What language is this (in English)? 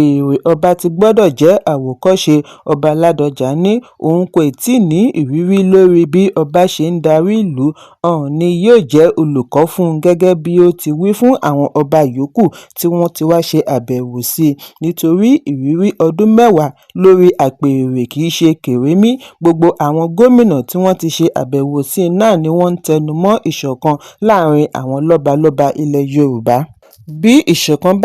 Yoruba